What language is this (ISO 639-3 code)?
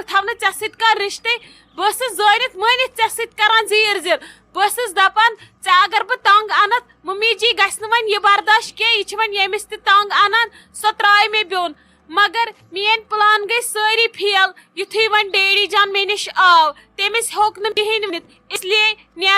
kas